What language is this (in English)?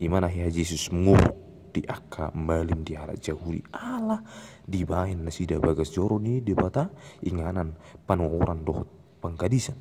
Batak Toba